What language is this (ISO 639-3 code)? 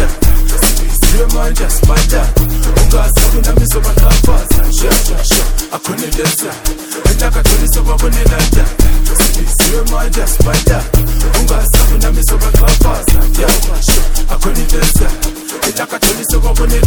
zul